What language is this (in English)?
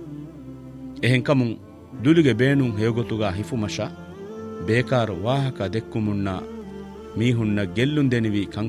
Divehi